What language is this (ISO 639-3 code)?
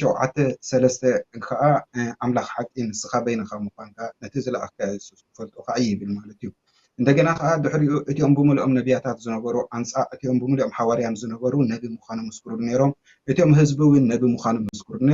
tir